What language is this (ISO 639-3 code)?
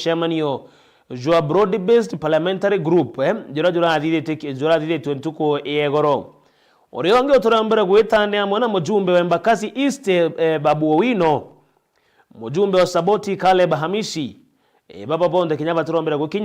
mer